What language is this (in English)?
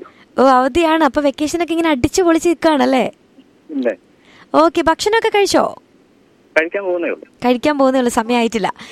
Malayalam